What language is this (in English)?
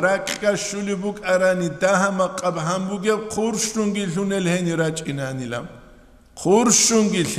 Avaric